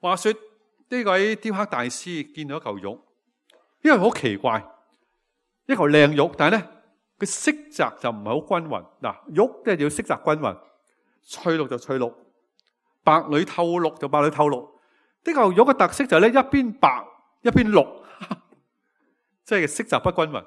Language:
Cantonese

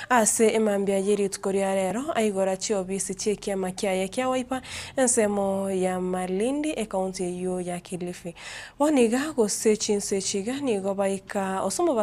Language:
Gusii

